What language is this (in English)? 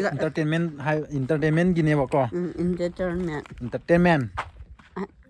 Manipuri